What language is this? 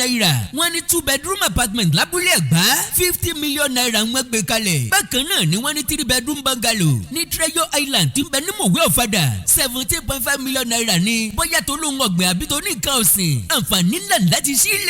Yoruba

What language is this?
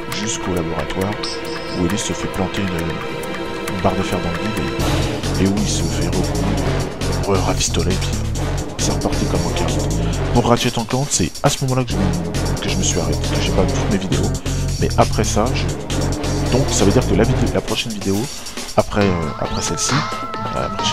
French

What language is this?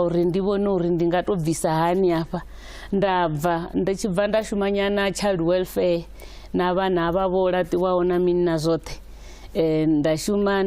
Venda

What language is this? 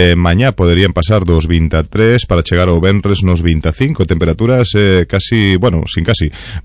Galician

